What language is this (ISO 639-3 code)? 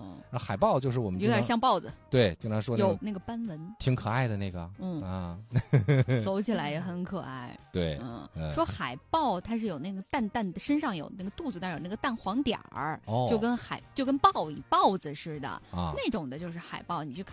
zho